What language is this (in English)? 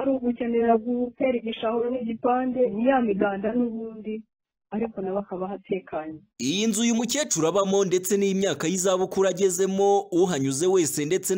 Kinyarwanda